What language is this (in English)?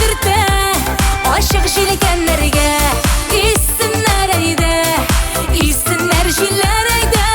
Tatar